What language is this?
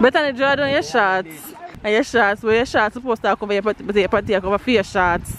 Jamaican Creole English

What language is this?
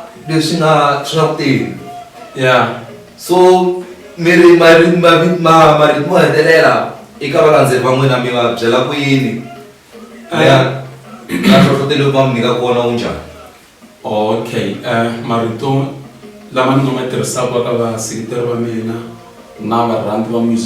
Tsonga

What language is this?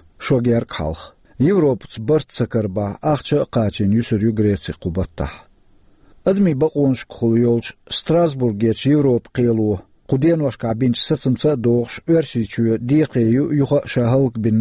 Chechen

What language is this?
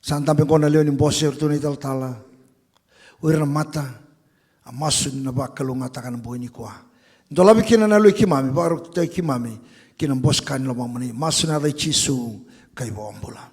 Fijian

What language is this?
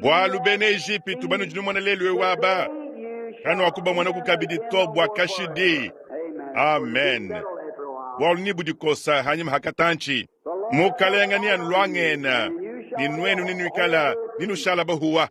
Luba-Lulua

